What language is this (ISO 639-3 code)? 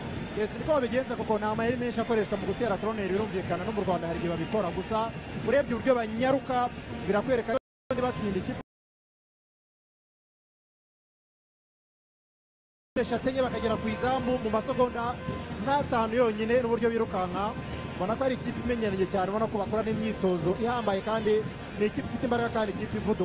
kin